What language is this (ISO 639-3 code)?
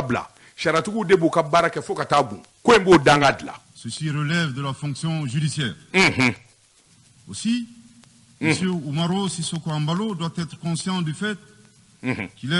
bam